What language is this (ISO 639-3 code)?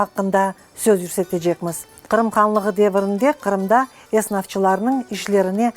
crh